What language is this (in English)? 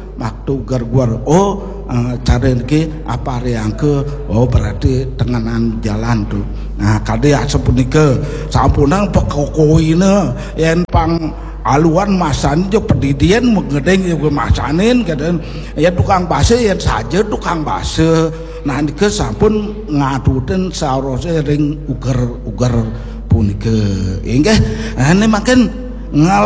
Balinese